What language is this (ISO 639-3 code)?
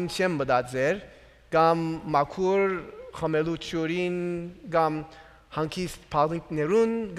hyw